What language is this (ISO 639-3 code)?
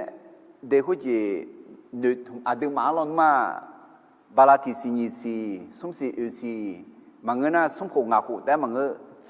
ahk